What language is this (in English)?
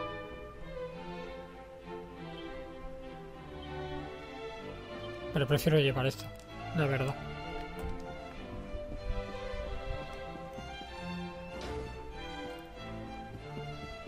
Spanish